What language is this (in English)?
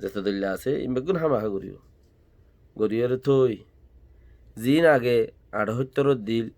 Rohingya